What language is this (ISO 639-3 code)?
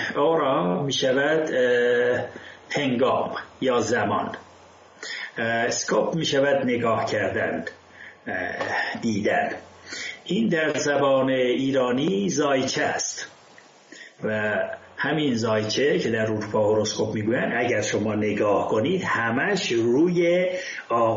fas